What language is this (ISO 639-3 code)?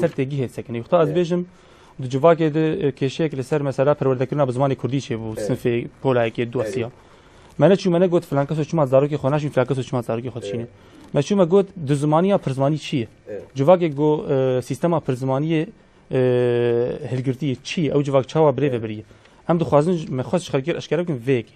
kur